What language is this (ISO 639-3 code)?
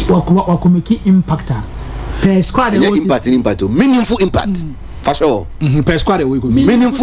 aka